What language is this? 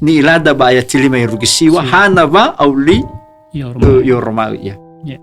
Nias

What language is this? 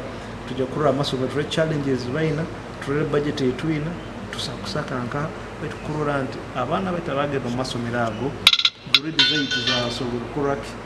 Nyoro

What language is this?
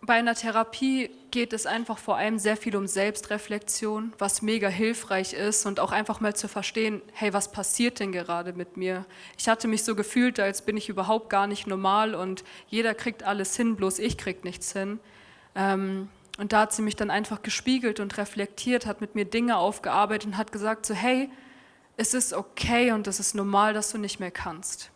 Swiss German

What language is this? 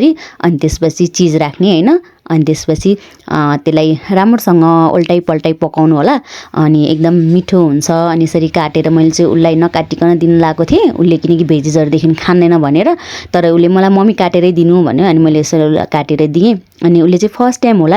Nepali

